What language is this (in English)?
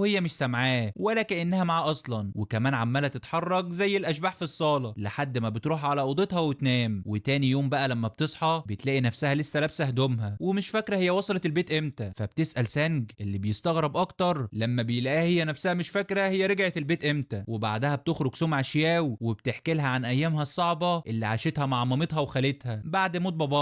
Egyptian Arabic